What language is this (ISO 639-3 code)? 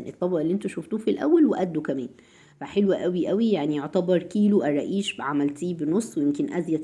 arz